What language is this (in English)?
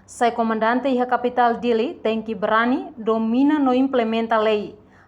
Tetum